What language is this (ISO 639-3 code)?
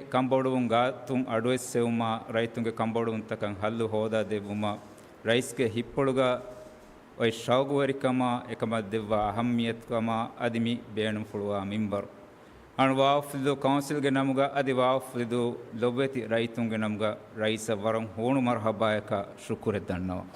div